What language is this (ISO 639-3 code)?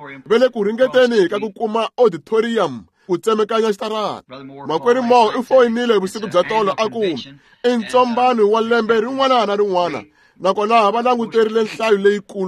tso